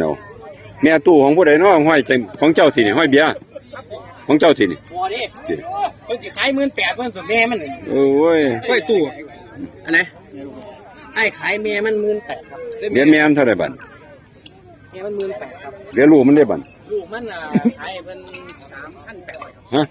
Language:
Northeastern Thai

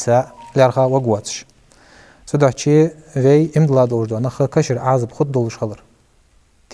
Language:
Ingush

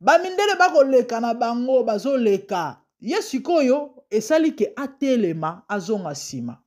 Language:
Lingala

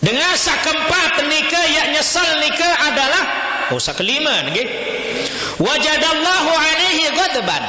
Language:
Sasak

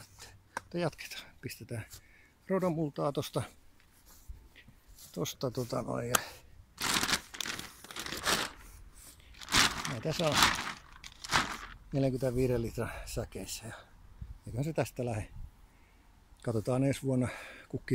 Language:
Finnish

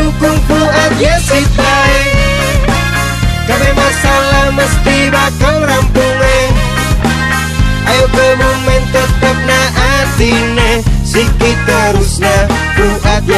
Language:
Indonesian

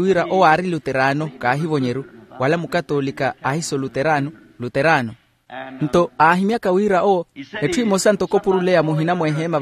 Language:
Makhuwa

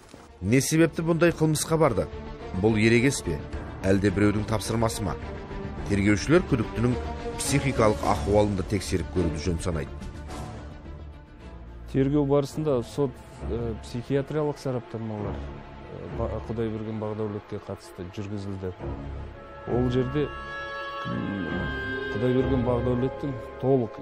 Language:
Kazakh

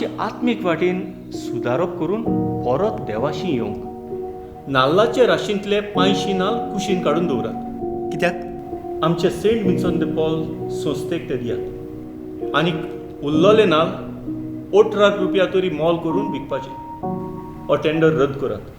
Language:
Konkani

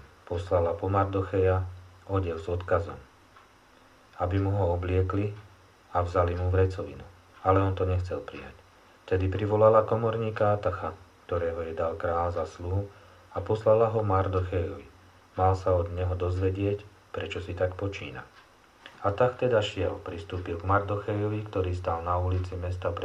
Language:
Slovak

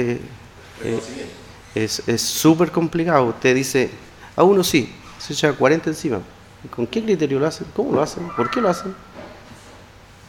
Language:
Spanish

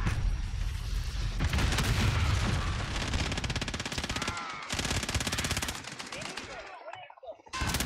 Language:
Italian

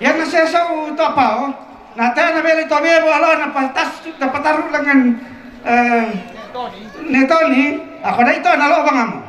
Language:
Toraja-Sa'dan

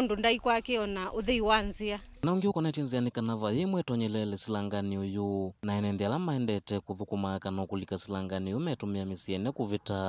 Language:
Kamba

